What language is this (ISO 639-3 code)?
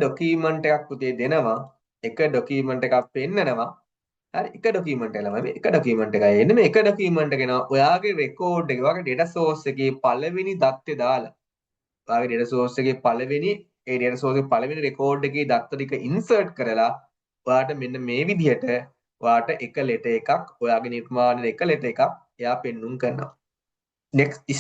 sin